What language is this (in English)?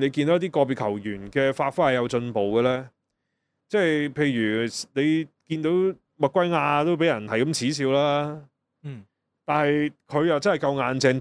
Cantonese